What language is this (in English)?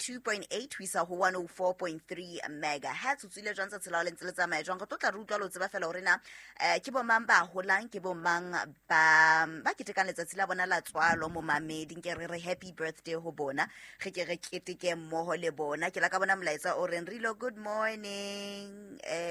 Southern Sotho